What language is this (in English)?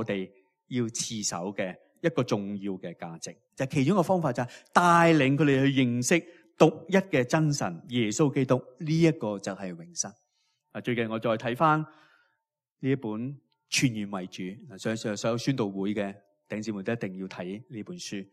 Cantonese